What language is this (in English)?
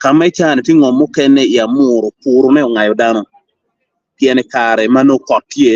Acoli